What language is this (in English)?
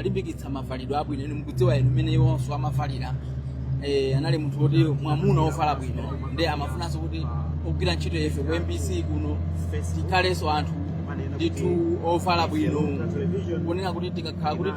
Nyanja